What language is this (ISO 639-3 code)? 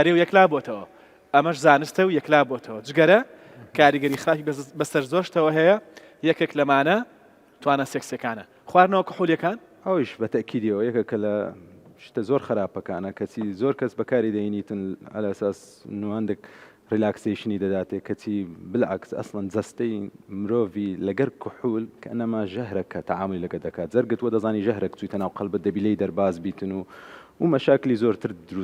ckb